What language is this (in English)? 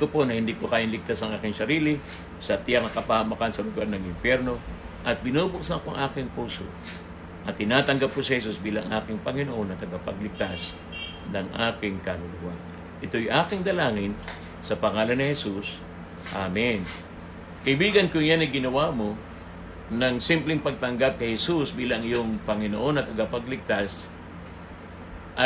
Filipino